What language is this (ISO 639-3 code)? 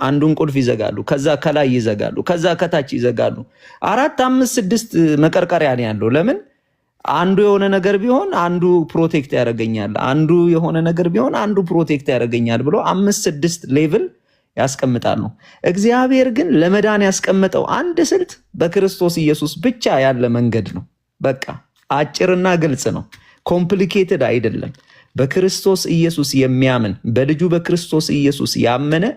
amh